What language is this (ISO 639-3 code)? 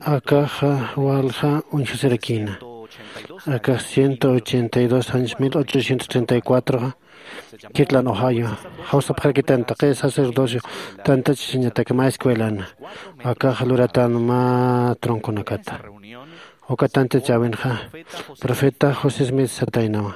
aym